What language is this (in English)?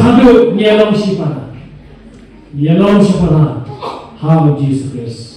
Khasi